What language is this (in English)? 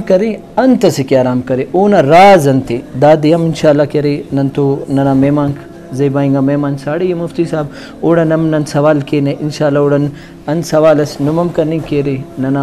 Brahui